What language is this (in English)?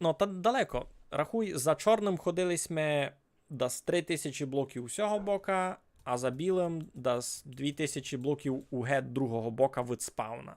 Rusyn